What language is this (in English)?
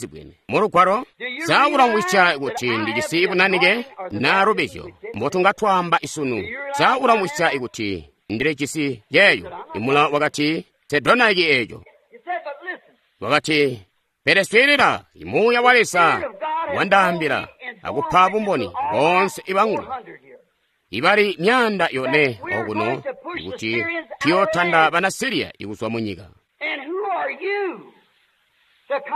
Tonga (Zambia)